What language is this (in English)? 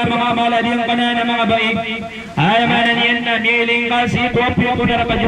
Maranao